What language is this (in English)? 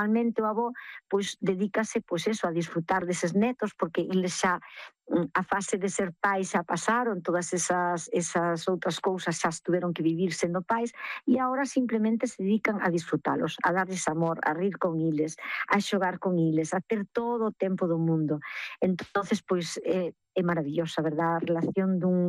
Galician